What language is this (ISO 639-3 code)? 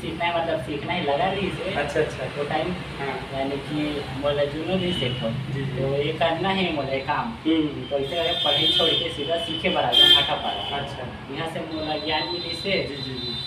hne